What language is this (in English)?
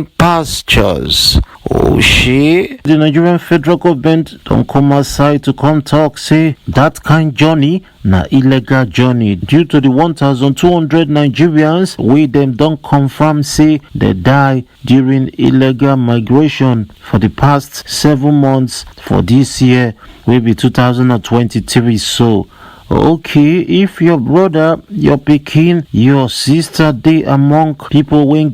Nigerian Pidgin